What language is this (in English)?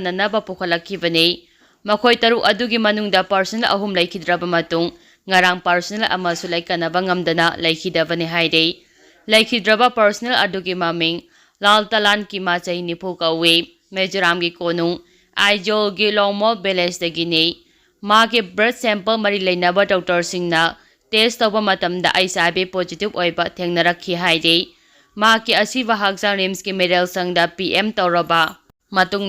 Manipuri